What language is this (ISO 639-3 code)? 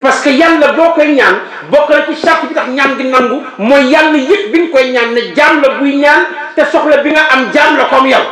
wol